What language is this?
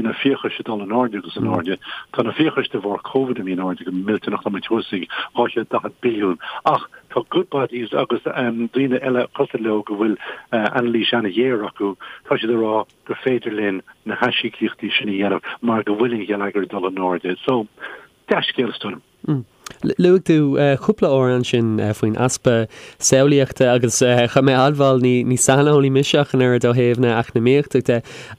Irish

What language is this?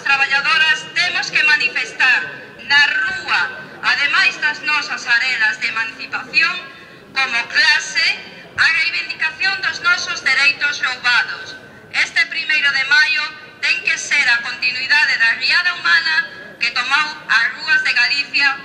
Galician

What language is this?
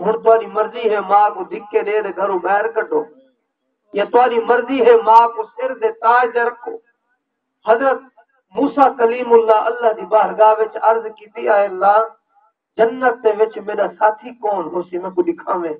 Saraiki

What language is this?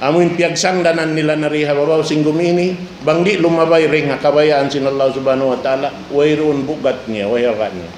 Tausug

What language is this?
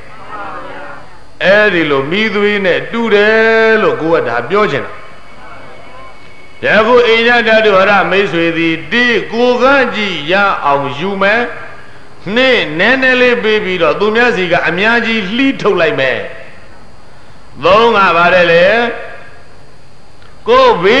Burmese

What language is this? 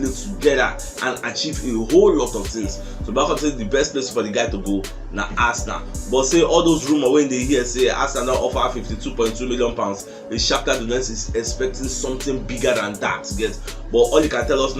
Nigerian Pidgin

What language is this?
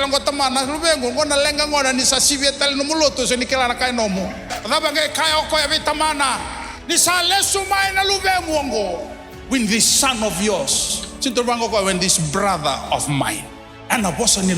Fijian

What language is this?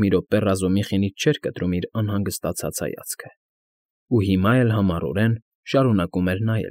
Armenian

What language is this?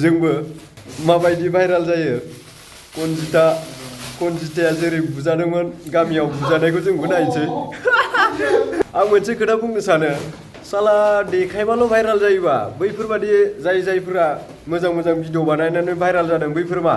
Bodo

